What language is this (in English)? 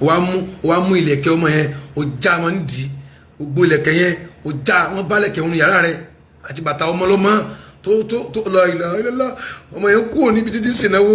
Yoruba